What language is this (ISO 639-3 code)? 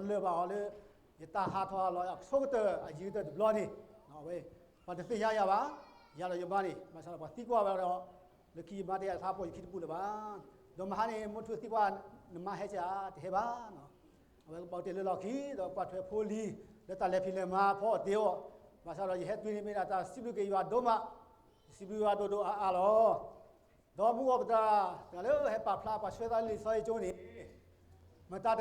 ksw